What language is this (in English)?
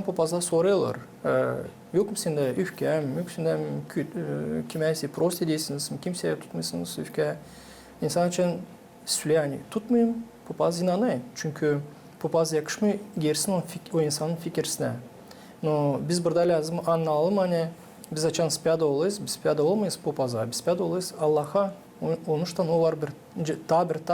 Gagauz